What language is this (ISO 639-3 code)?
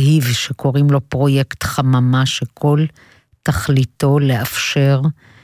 heb